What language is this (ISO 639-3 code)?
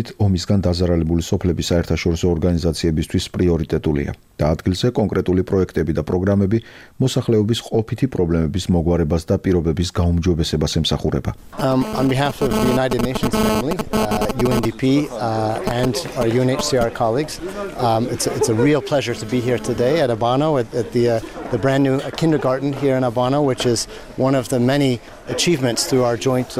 kat